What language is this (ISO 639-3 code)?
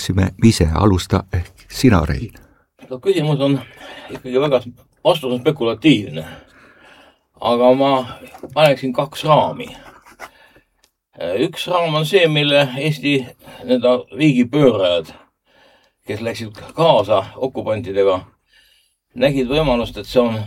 est